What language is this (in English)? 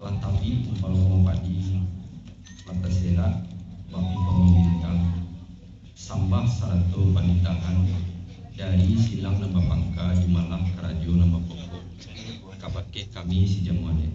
Minangkabau